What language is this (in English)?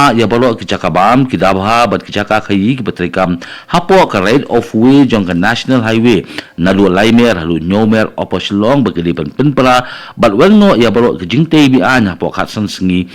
Khasi